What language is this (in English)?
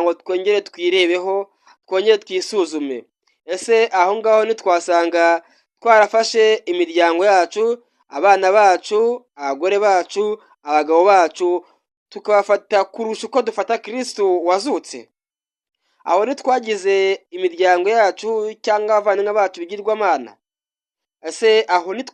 Kinyarwanda